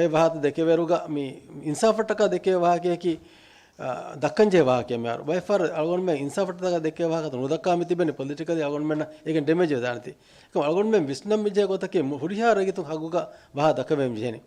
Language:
Divehi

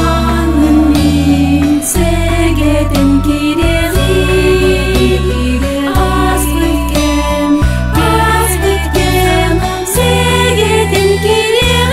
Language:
Yakut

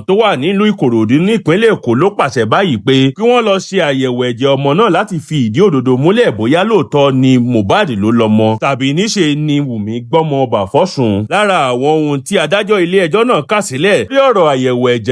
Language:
Yoruba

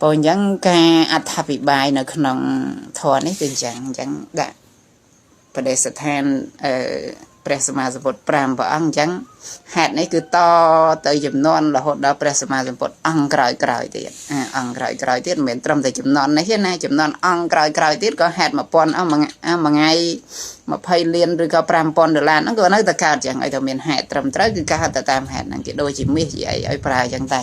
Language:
Khmer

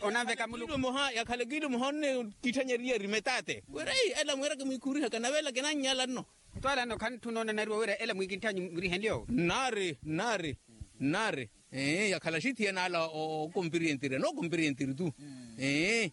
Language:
Makhuwa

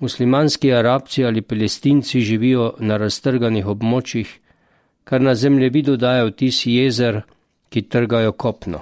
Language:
Slovenian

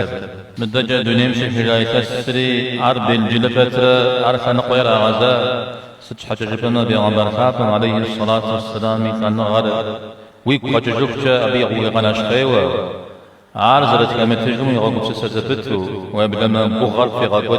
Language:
Kabardian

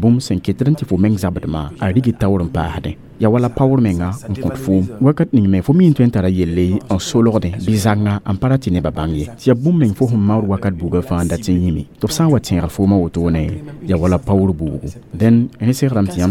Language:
Mossi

